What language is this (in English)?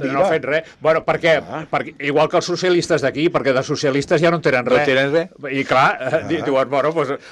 Catalan